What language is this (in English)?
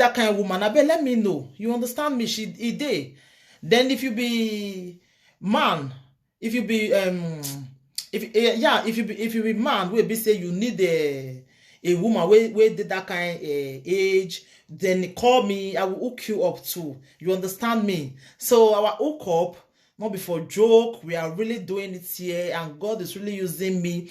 Nigerian Pidgin